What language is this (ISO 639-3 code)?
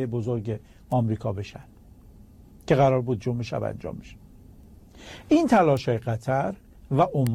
fas